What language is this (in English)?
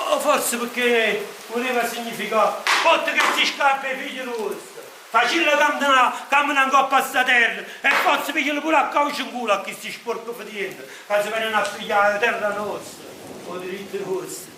Neapolitan